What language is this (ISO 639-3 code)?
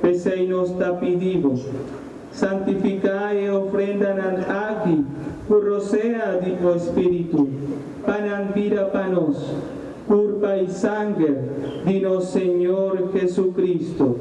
pap